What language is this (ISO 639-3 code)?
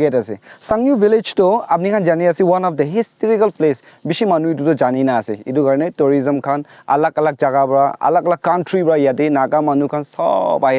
nag